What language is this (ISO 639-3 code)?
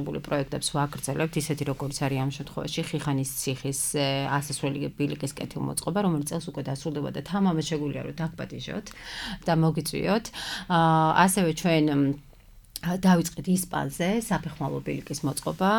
kat